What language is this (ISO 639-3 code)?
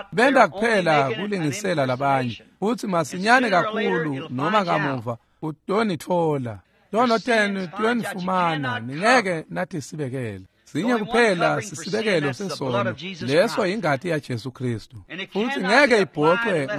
ssw